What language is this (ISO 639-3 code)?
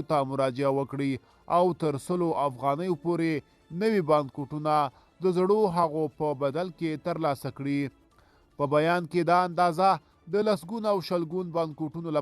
pus